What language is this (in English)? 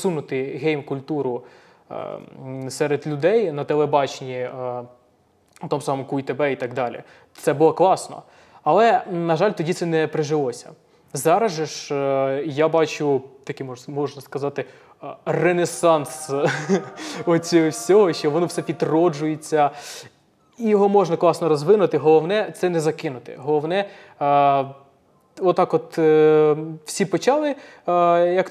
Ukrainian